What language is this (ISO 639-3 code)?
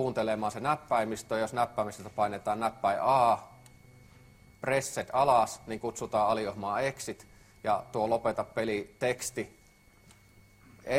fin